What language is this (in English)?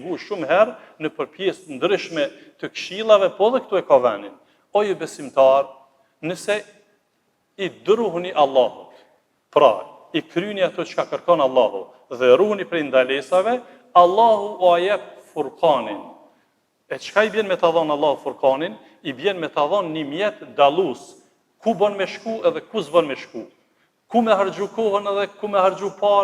Albanian